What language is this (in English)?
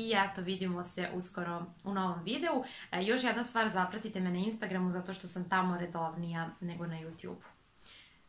Serbian